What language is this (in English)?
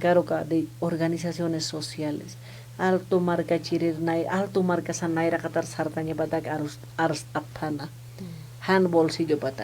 Aymara